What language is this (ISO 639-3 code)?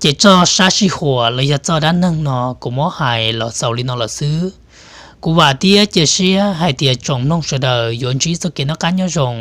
hmn